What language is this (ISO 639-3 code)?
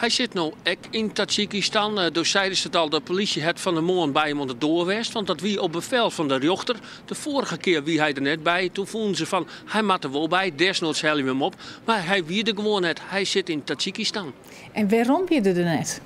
fry